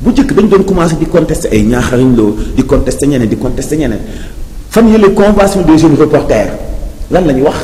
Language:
Wolof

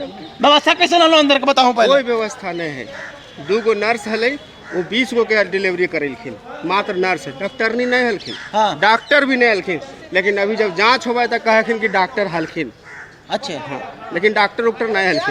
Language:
Magahi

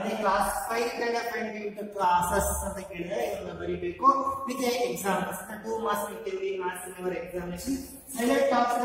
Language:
Kannada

